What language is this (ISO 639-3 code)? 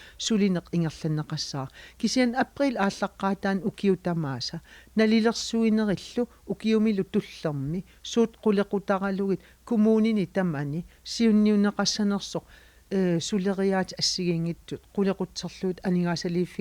kal